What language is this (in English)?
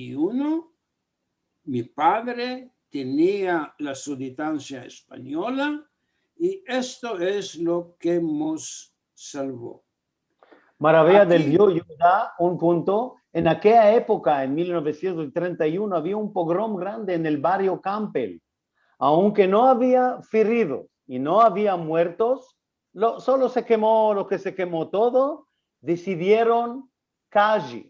Ladino